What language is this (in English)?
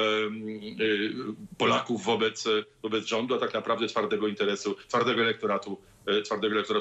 Polish